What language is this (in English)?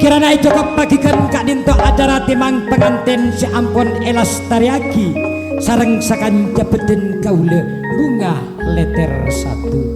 Madurese